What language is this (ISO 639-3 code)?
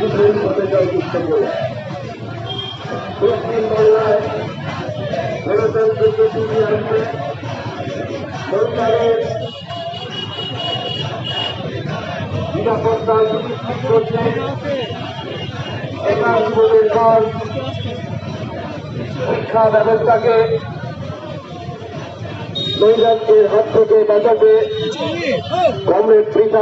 ben